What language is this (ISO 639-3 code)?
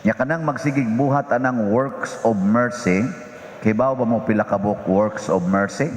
ceb